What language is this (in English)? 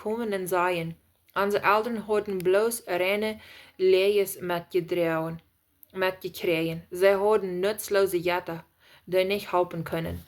Plautdietsch